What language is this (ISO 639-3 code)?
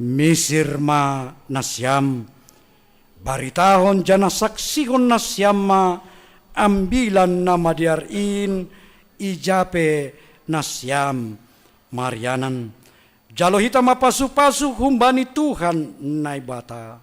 bts